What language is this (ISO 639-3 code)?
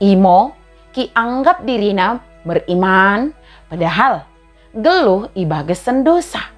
btd